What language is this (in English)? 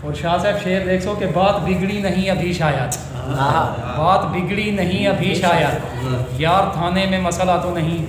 Saraiki